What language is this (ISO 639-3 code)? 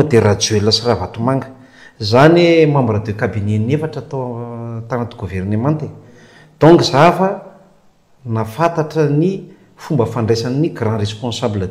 mlg